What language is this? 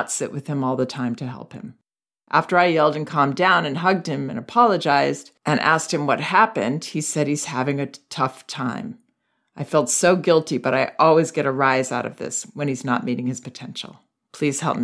English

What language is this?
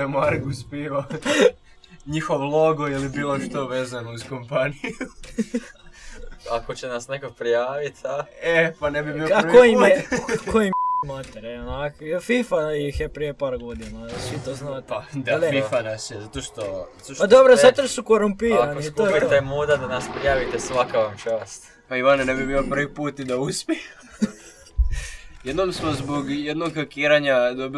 Croatian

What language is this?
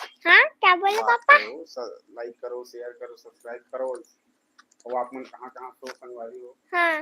Chhattisgarhi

